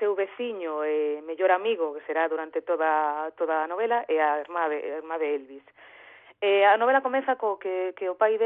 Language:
Galician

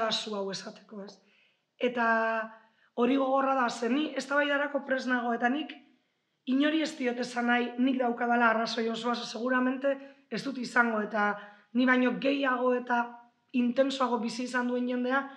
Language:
Basque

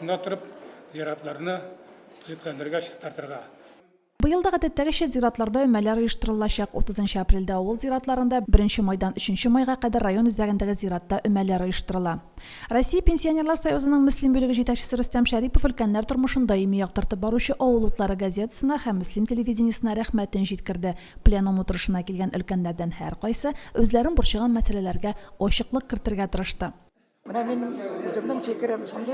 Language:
Tatar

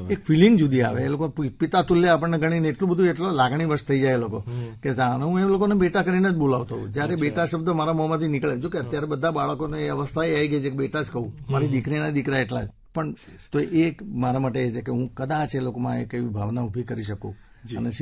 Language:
Gujarati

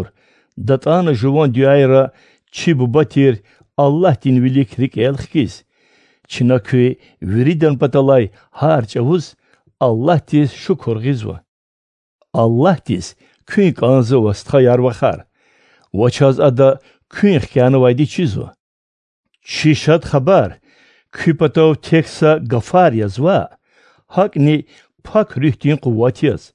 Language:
Lezghian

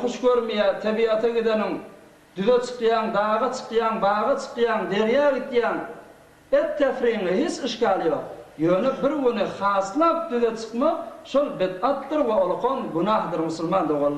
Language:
Turkmen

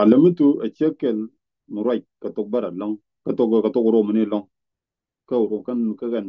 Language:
Nuer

